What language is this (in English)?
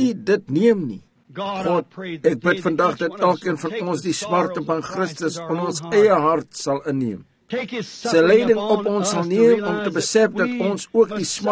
Afrikaans